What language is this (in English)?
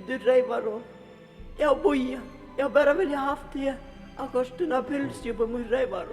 Faroese